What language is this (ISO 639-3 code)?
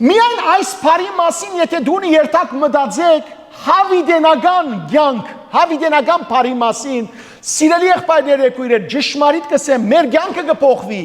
hyw